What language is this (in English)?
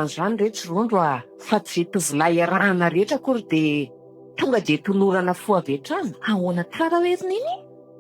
Malagasy